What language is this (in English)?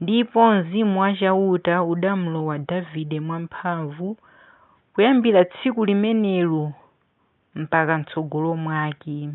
Nyanja